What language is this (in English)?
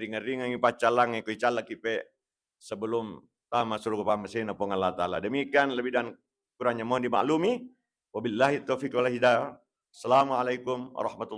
Buginese